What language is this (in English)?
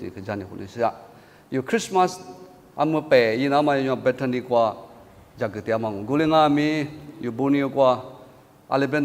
Lisu